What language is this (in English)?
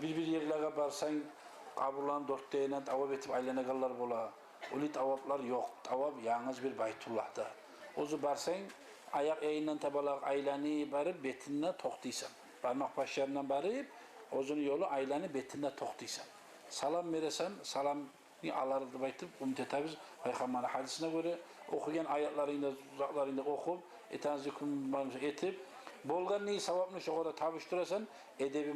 Kumyk